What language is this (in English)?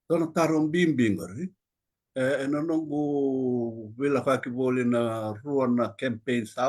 Fijian